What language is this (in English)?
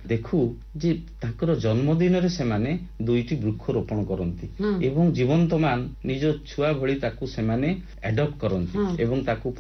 Odia